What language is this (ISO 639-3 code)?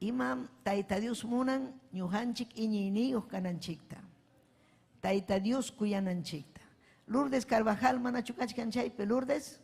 quy